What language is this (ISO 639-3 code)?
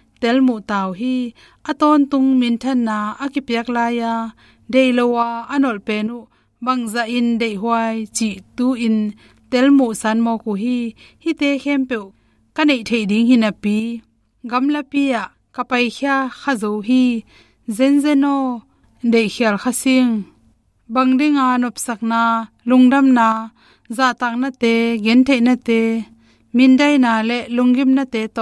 ctd